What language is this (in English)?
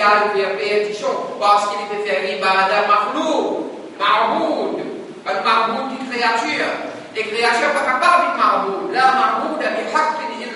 Morisyen